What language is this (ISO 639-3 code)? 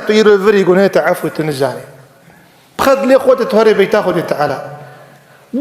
kur